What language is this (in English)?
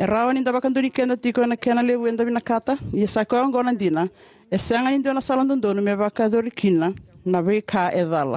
Fijian